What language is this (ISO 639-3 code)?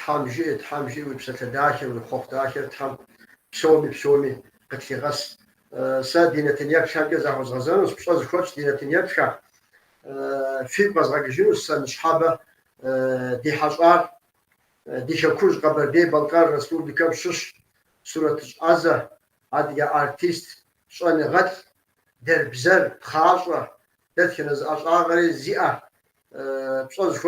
kbd